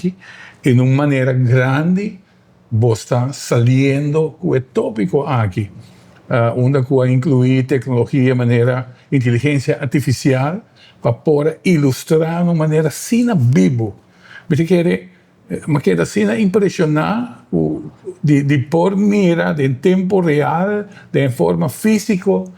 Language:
Papiamento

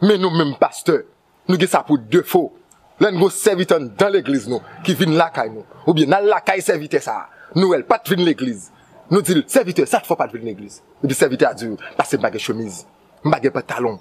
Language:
Haitian Creole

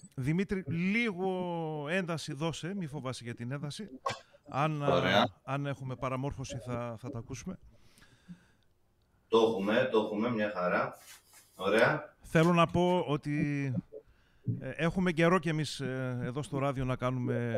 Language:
Greek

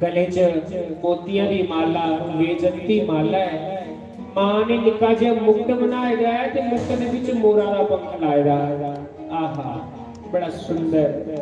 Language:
Dogri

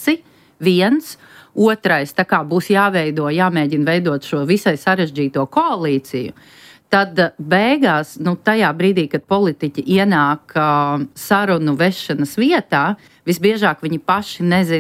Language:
Latvian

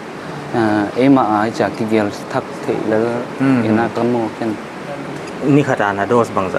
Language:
Paite Chin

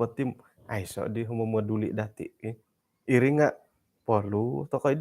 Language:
Central Dusun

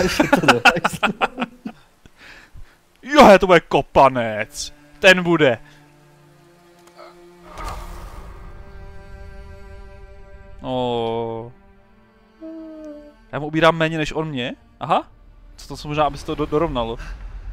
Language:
Czech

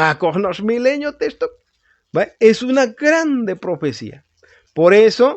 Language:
Tzotzil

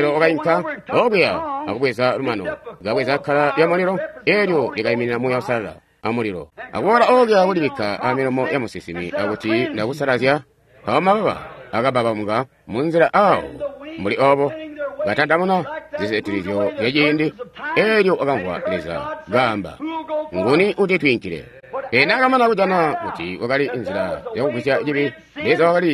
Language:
Tonga (Zambia)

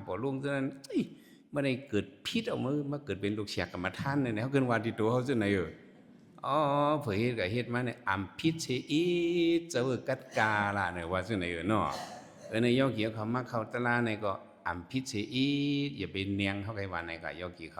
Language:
Shan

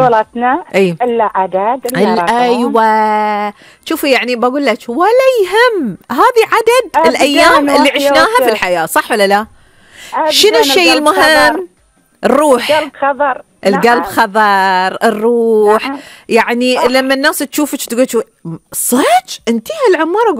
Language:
Gulf Arabic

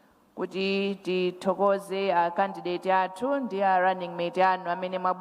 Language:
Nyanja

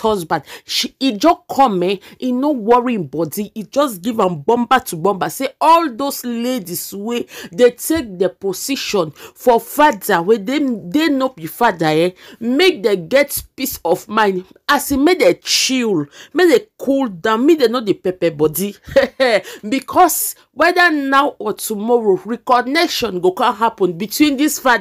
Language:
Nigerian Pidgin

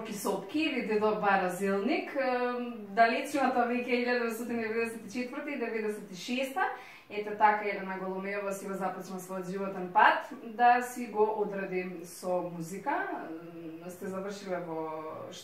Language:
Macedonian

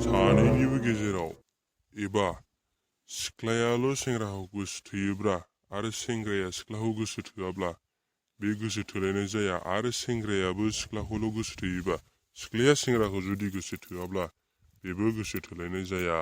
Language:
Bodo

